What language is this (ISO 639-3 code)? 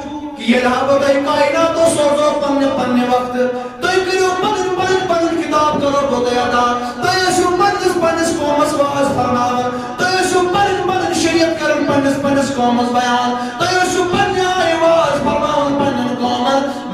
kas